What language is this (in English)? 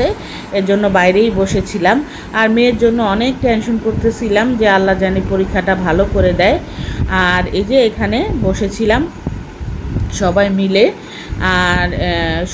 Bangla